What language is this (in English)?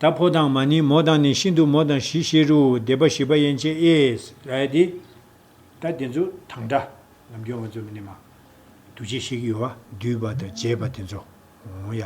Tibetan